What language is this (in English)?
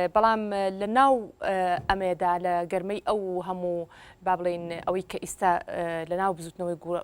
Central Kurdish